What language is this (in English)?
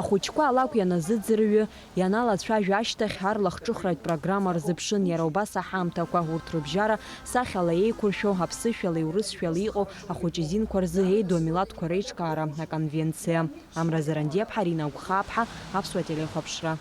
Abkhazian